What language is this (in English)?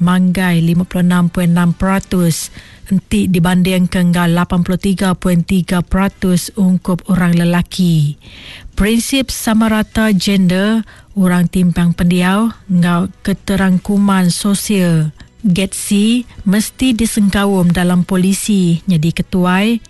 Iban